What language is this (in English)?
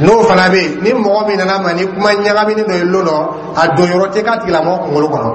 Dyula